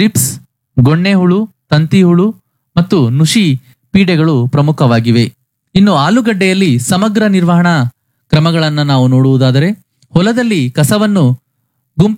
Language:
Kannada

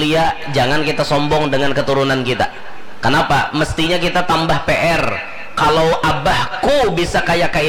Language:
Banjar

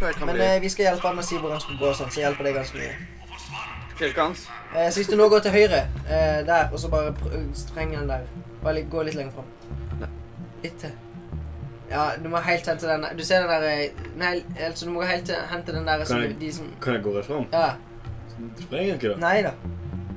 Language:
Norwegian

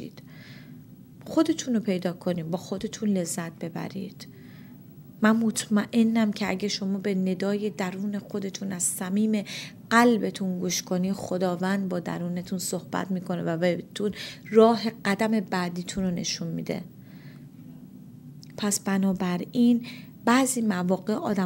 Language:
Persian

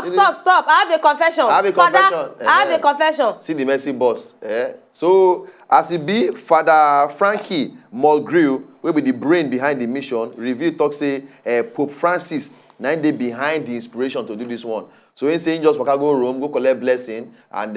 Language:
Nigerian Pidgin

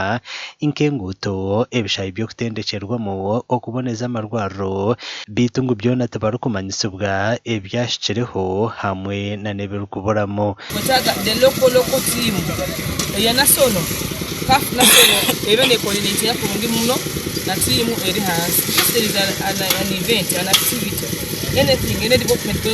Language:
Nyankole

